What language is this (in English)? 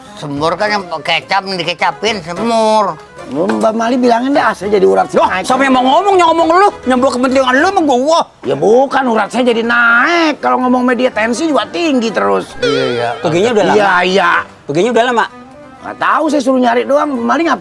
Betawi